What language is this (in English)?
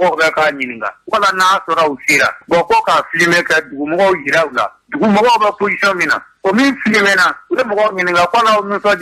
Bambara